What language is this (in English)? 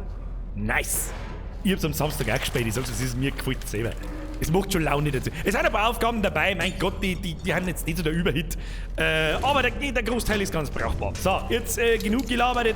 Bavarian